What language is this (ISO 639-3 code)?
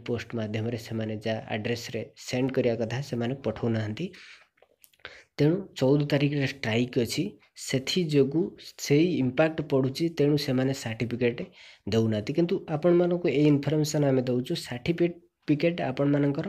ori